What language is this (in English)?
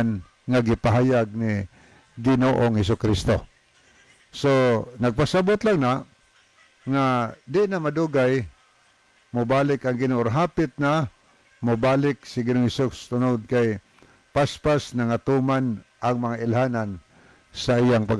Cebuano